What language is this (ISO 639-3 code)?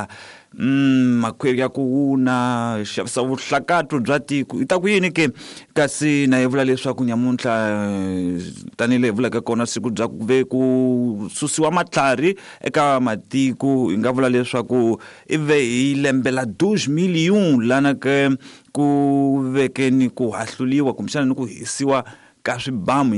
tso